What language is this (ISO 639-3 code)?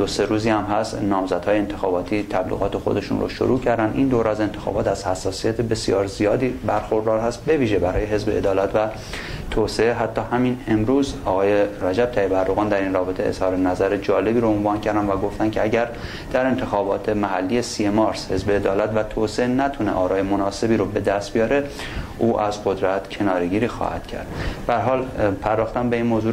fas